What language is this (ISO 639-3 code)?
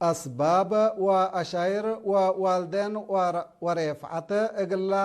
tig